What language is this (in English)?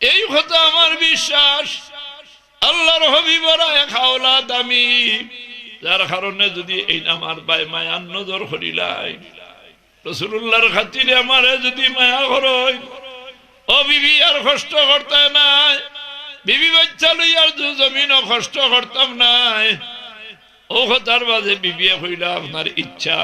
Sylheti